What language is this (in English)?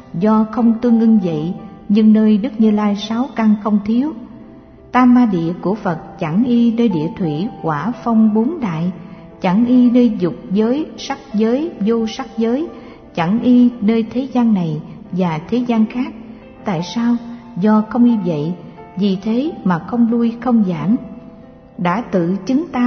Vietnamese